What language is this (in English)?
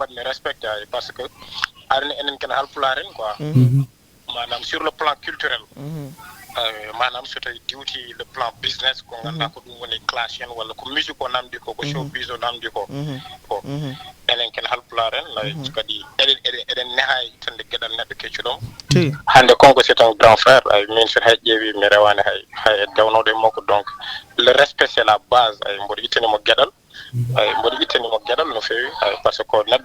Fula